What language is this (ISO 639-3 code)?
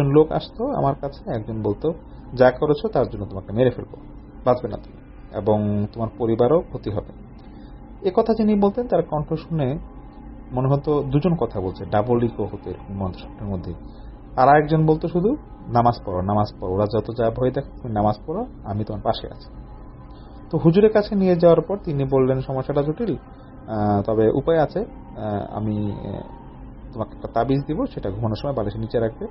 ben